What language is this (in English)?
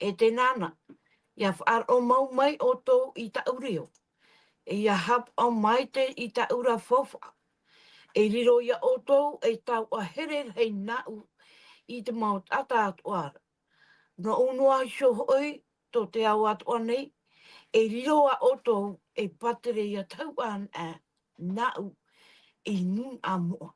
Tahitian